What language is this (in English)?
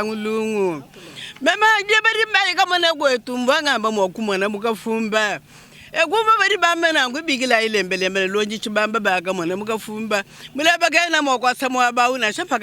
Luba-Lulua